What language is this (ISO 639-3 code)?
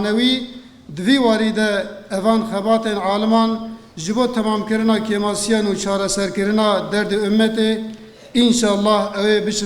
kur